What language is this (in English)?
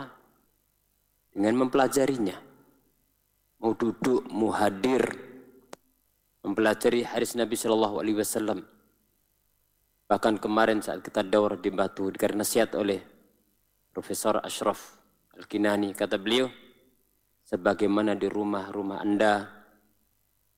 Indonesian